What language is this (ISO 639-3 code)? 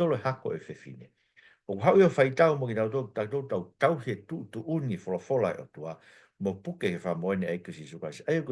ton